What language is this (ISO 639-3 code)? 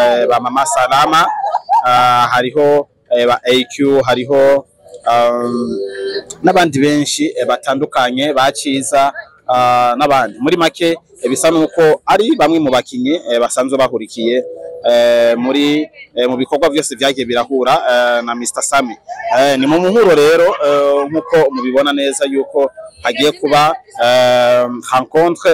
run